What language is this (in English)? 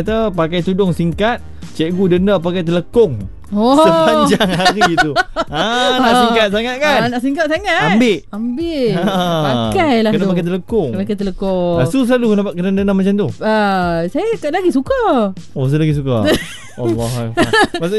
Malay